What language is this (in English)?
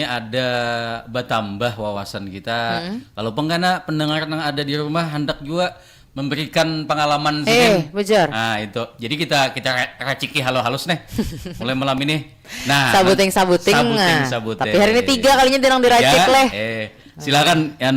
Banjar